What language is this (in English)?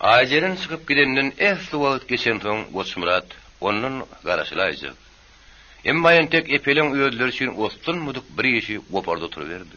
Turkmen